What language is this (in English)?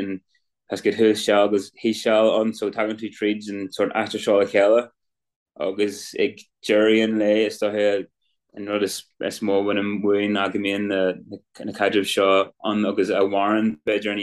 Irish